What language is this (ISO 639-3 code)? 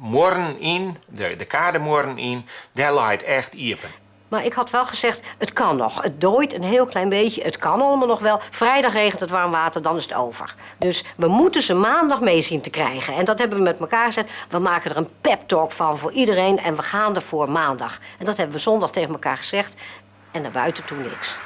fry